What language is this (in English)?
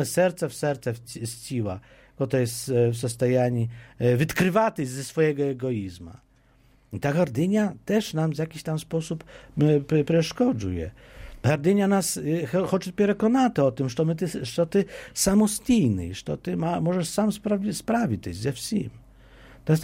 Polish